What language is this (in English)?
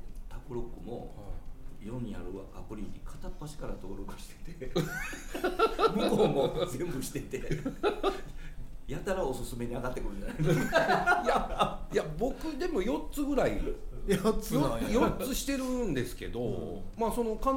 Japanese